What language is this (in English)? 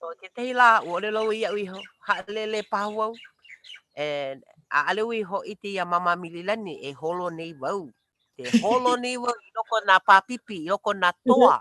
Hawaiian